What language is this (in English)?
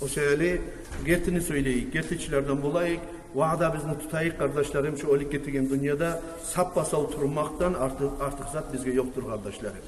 Kumyk